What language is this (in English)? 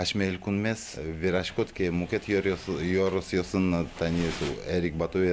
Udmurt